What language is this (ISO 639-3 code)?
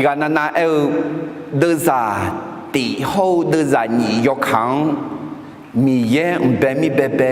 ahk